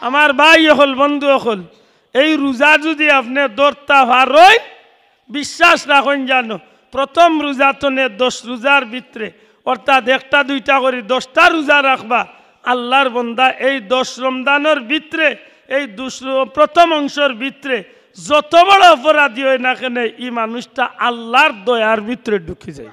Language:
Sylheti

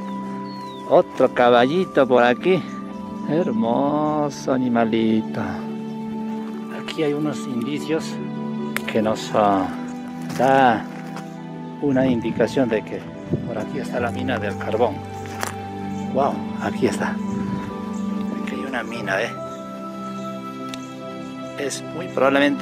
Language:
Spanish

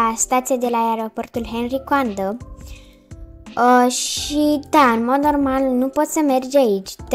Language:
Romanian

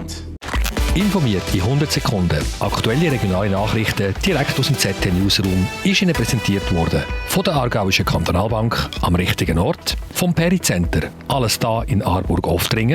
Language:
Swiss German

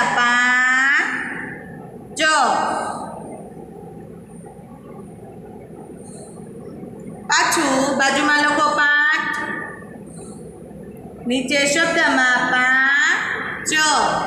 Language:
Gujarati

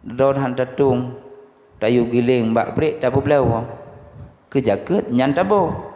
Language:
Achinese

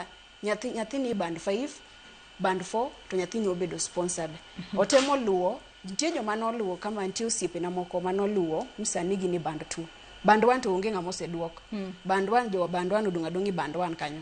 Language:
Luo (Kenya and Tanzania)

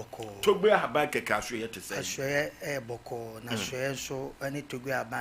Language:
Akan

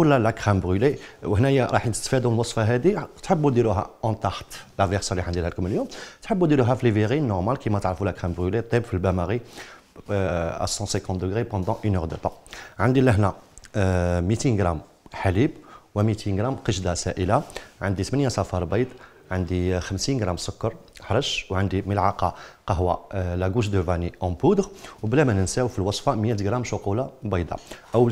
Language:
Algerian Arabic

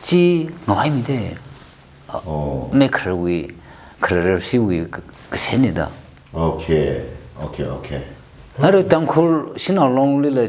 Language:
Tangkhul Naga (India)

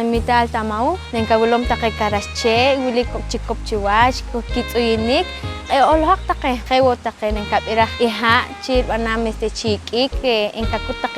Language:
Poqomchi'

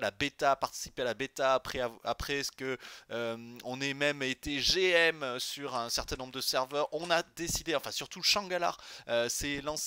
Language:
French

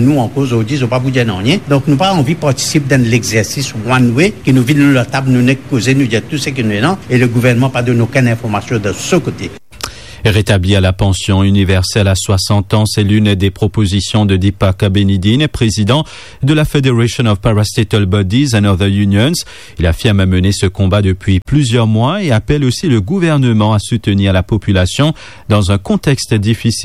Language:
Morisyen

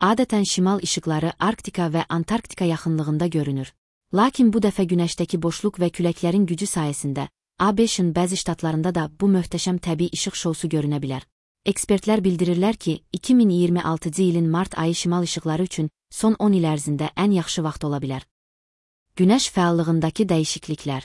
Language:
Azerbaijani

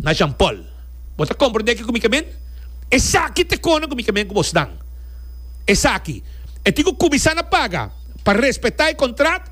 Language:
Papiamento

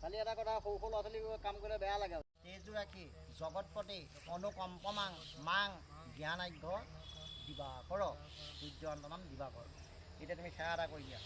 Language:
Assamese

